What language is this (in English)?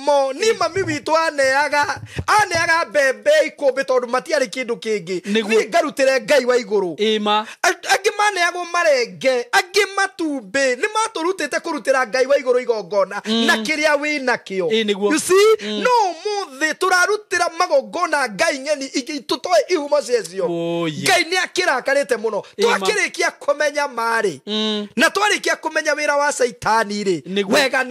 Kikuyu